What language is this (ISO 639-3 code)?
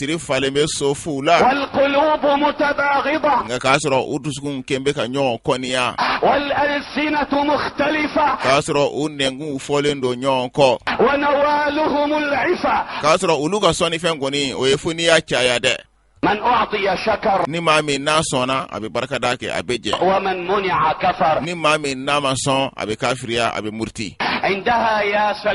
bam